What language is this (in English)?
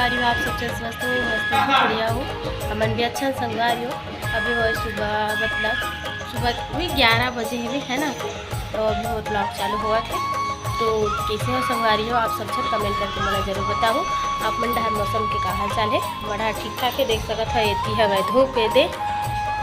Chhattisgarhi